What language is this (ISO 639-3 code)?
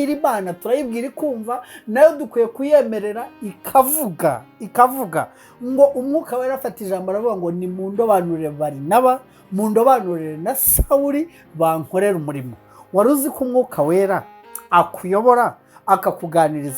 kin